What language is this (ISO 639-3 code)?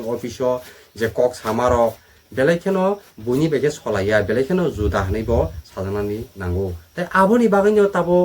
trp